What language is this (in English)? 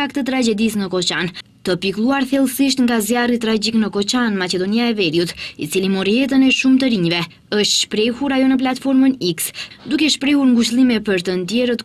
Albanian